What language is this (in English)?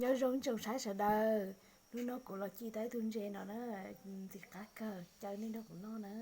Hmong